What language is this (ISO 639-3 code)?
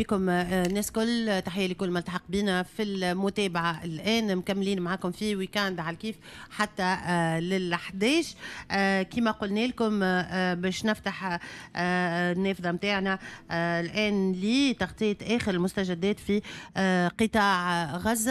aeb